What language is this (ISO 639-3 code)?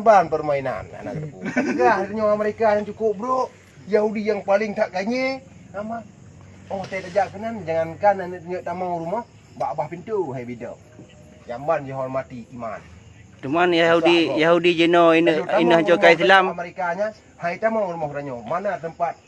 ace